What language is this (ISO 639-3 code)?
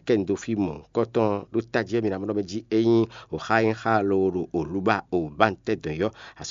fon